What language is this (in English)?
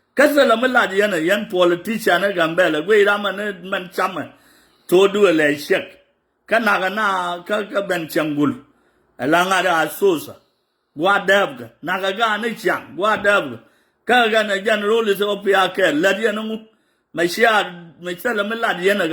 Nuer